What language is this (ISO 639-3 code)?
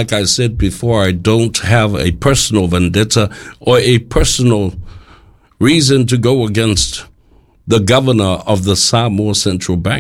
smo